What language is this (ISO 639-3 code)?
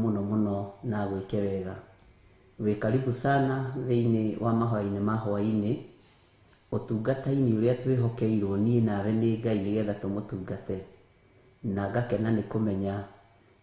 kik